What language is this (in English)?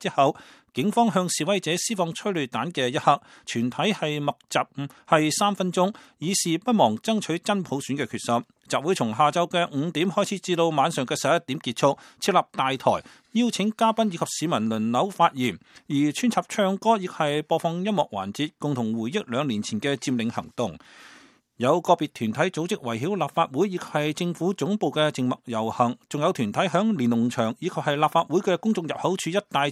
Cantonese